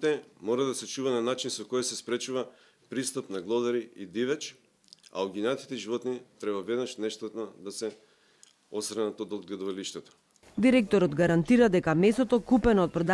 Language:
Macedonian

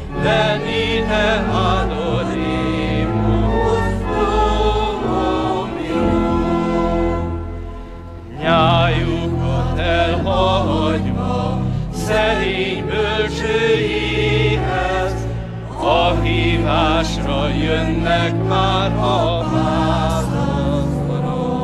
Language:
Hungarian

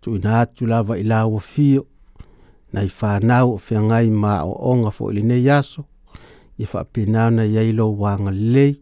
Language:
Samoan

